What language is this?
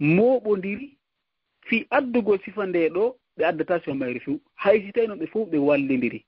Fula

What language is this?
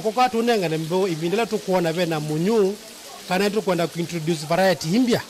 Kamba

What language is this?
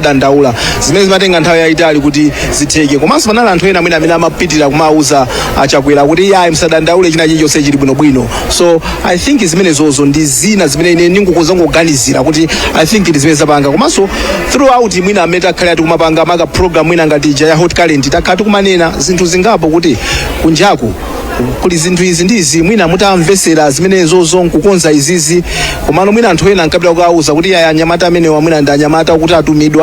Nyanja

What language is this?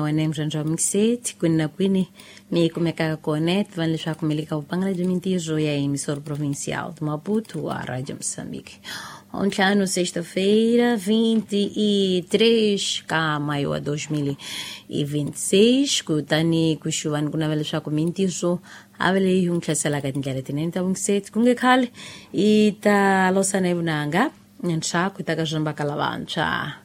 Tsonga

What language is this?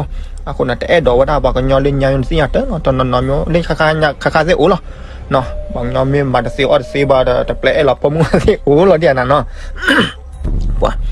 S'gaw Karen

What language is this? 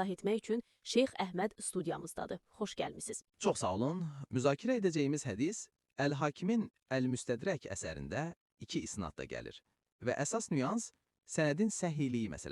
Azerbaijani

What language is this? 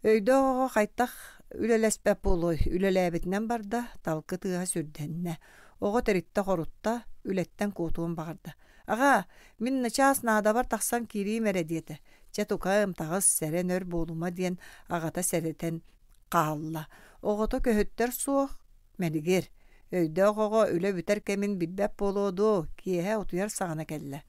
Yakut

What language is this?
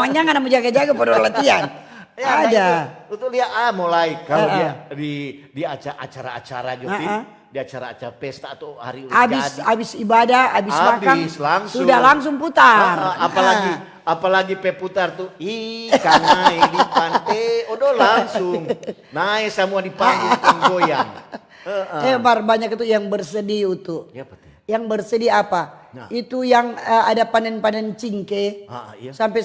Manado Malay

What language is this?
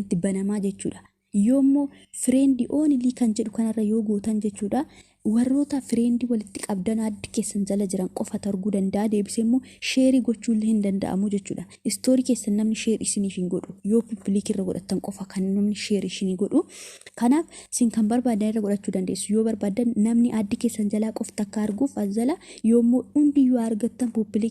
Oromo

